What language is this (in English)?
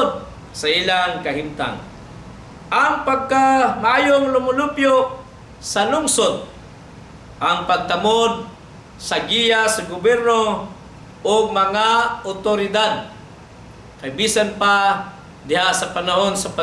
Cebuano